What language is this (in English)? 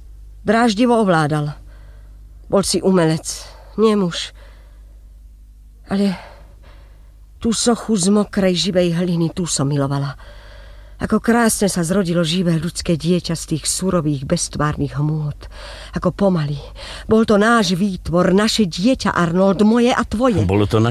Slovak